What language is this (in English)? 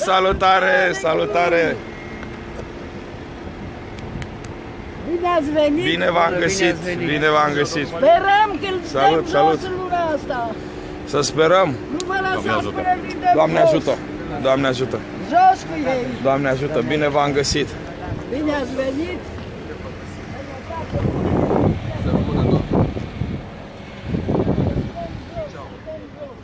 Romanian